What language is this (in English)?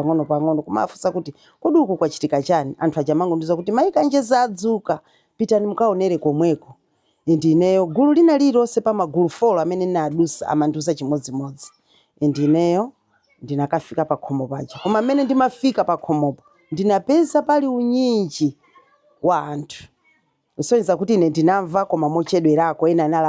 Nyanja